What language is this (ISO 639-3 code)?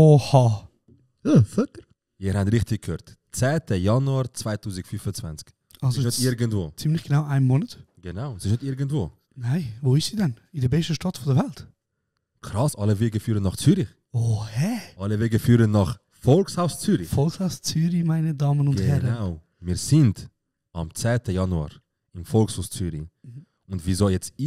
gsw